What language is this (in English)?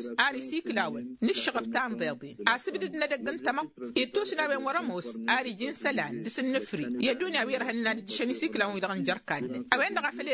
Tamasheq